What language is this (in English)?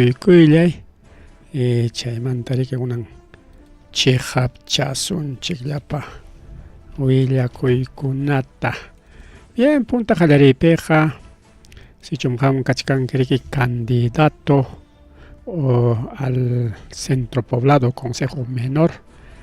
Ayacucho Quechua